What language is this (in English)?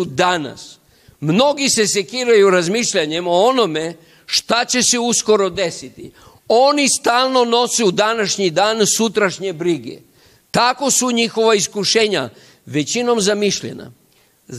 Serbian